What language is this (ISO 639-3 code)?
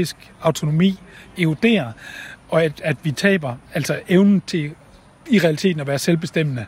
dan